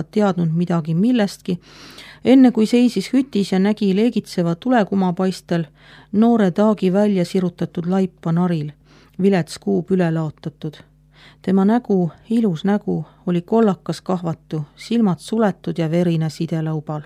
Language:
Estonian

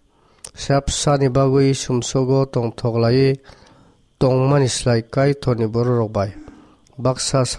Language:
Kok Borok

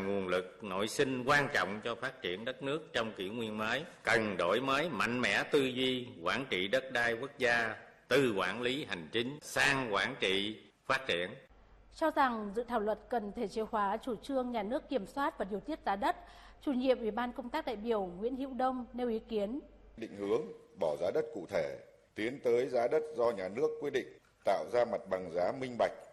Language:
Vietnamese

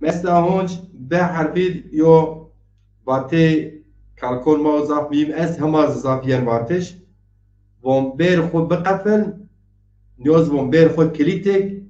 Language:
Zaza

